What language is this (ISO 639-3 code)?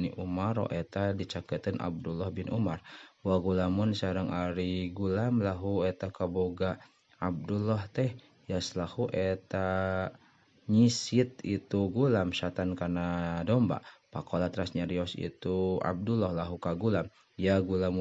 sun